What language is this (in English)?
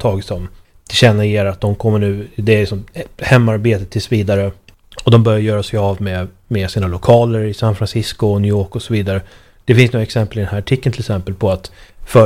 Swedish